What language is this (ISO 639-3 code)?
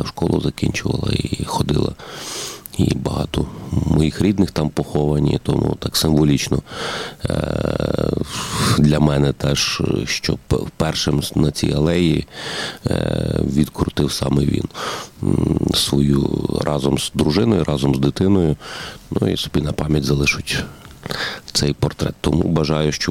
ukr